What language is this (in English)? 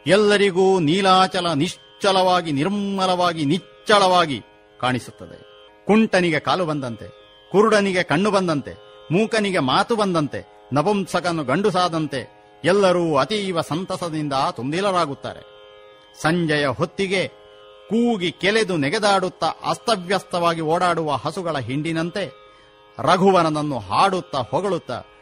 Kannada